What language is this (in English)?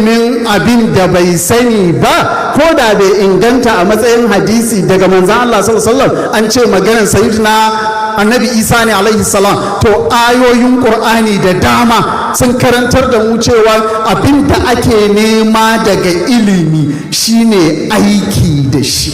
Hausa